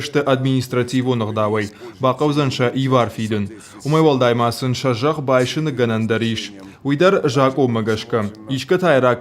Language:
Ossetic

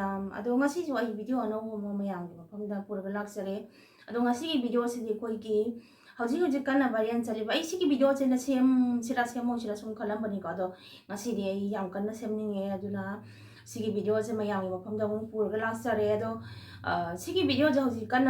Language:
Manipuri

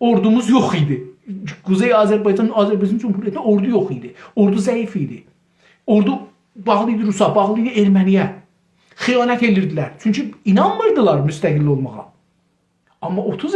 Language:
South Azerbaijani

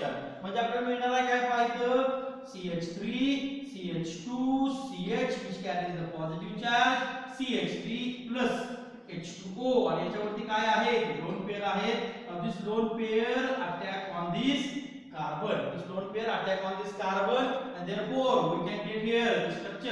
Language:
Marathi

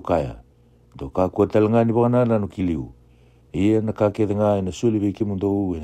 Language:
Fijian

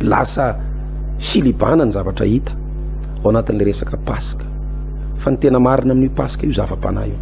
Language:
Malagasy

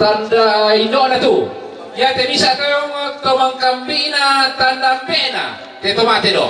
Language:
Toraja-Sa'dan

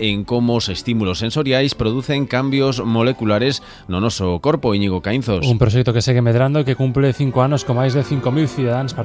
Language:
Galician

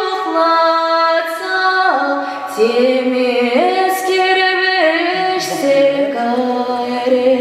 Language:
Chuvash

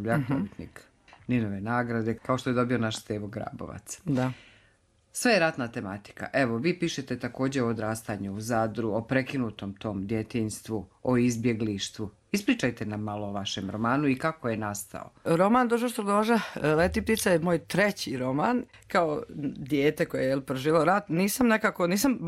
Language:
Croatian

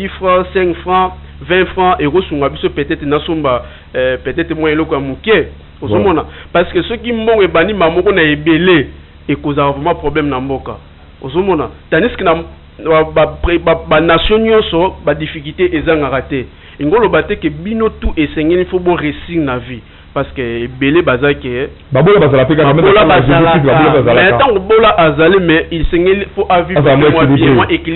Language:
Lingala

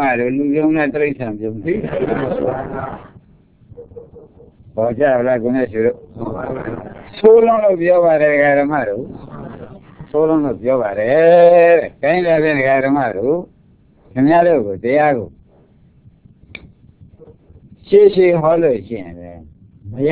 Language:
Burmese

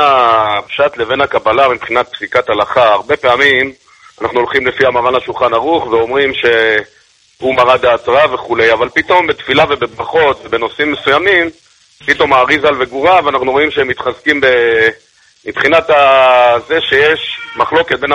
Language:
Hebrew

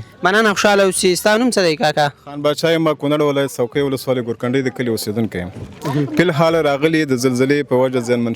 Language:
Pashto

